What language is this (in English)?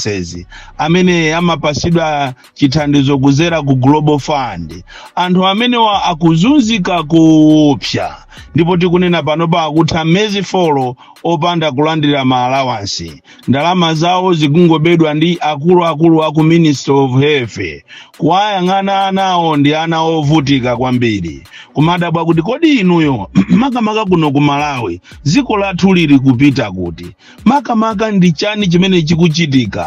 Nyanja